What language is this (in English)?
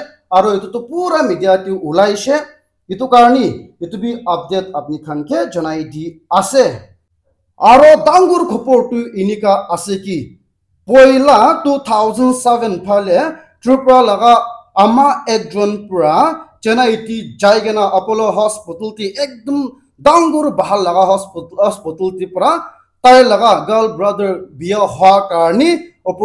Naga Pidgin